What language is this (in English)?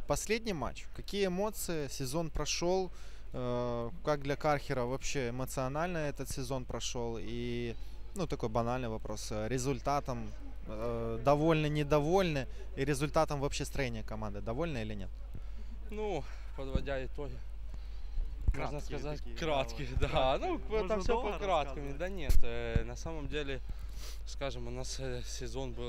Russian